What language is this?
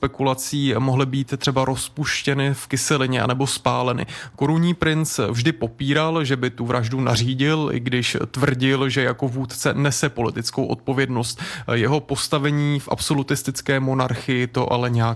Czech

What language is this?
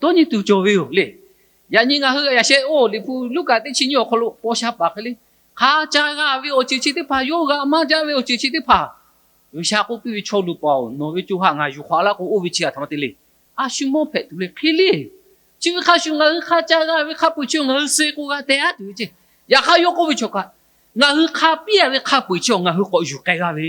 Lahu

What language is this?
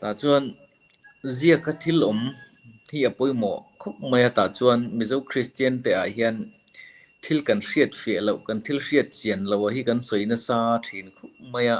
Mizo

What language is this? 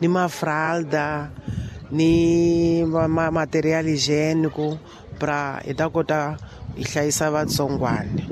Tsonga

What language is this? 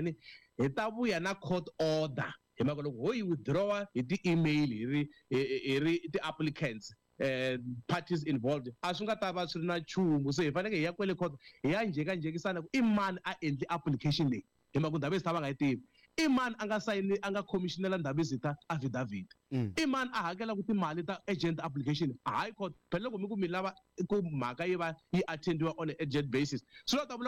Tsonga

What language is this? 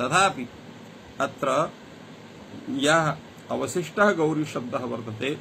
Sanskrit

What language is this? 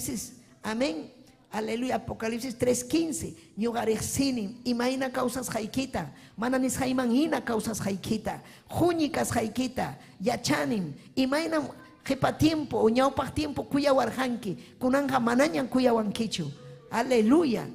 Ayacucho Quechua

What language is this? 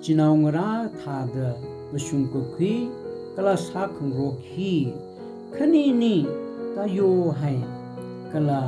Tangkhul Naga (India)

